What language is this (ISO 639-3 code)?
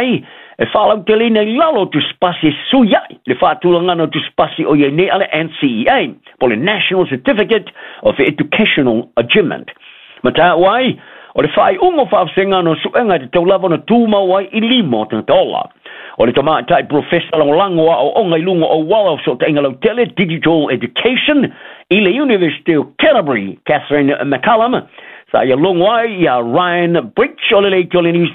smo